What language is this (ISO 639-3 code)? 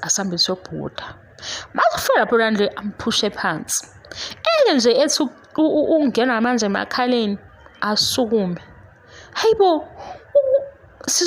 zul